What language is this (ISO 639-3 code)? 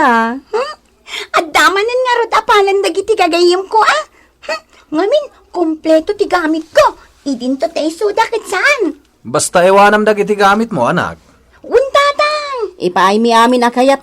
ilo